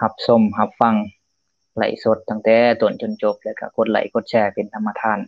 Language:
Lao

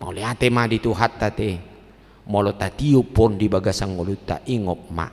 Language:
Batak Toba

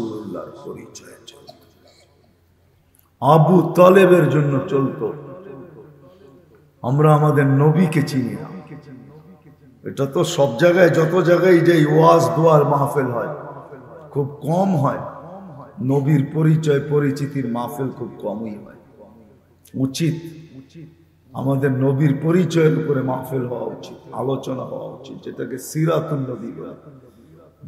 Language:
Bangla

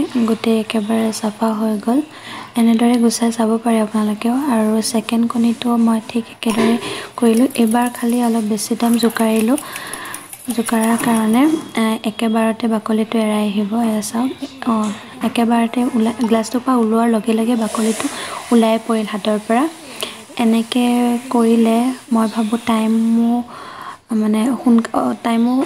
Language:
Assamese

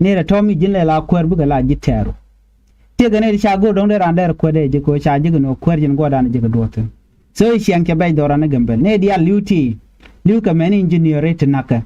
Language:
Nuer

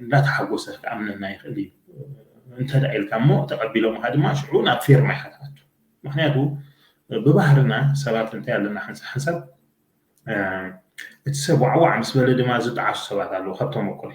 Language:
Tigrinya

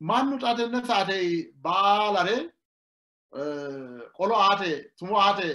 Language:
Sidamo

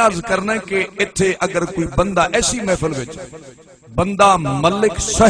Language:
Saraiki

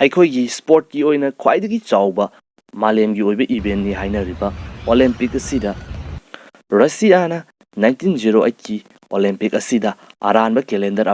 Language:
Manipuri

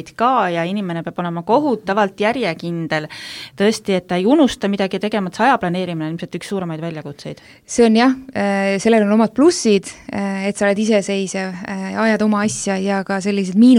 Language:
Estonian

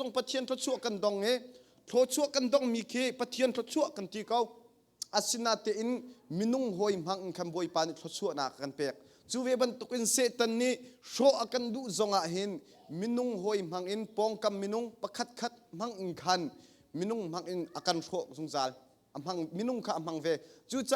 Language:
Hakha Chin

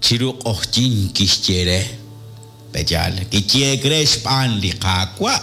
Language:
Kekchí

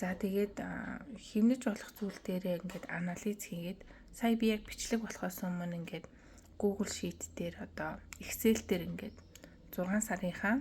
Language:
Mongolian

